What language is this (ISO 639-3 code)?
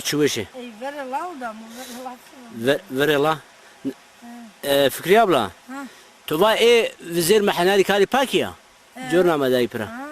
zza